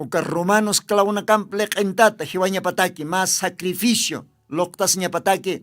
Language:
Aymara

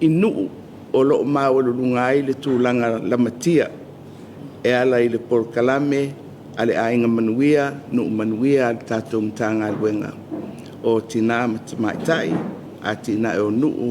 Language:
Samoan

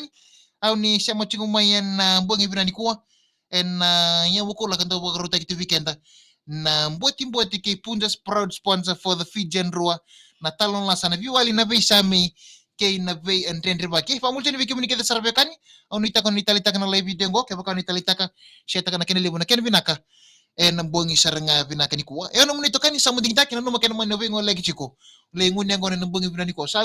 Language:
Fijian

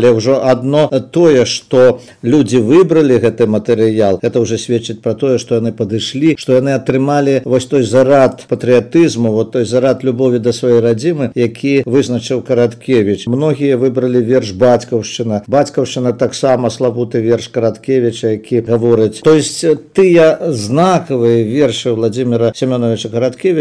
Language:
Belarusian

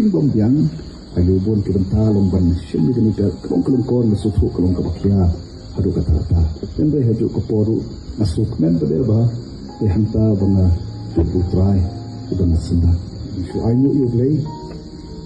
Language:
Khasi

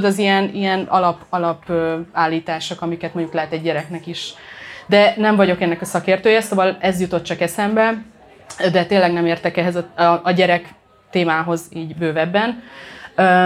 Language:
Hungarian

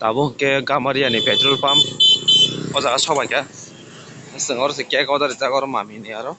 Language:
Kok Borok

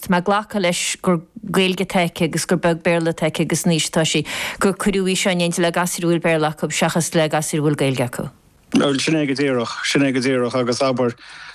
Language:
Irish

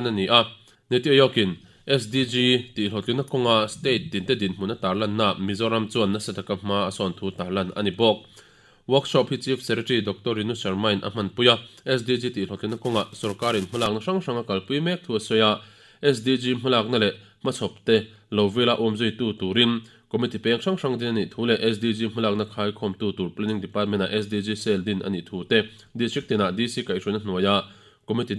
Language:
Mizo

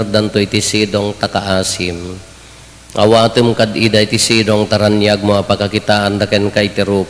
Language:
Iloko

